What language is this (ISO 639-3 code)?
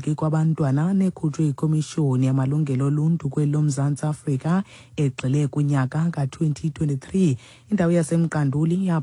xho